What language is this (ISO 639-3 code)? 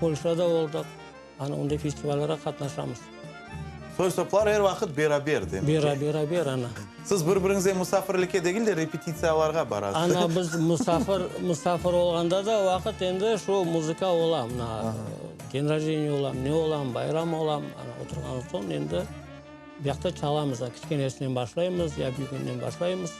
crh